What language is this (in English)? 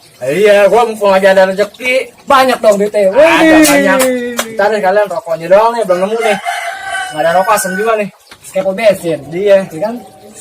Betawi